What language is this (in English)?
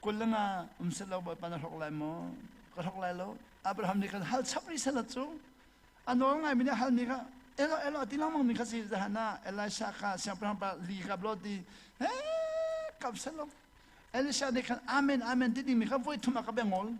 Hakha Chin